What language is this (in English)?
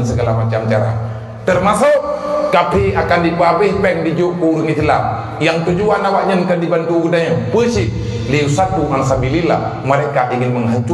Achinese